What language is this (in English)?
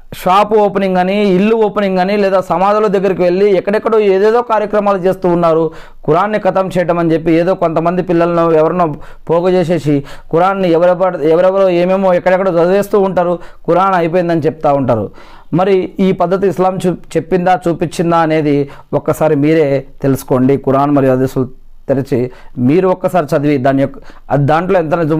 Telugu